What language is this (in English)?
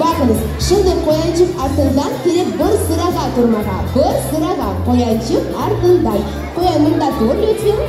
Crimean Tatar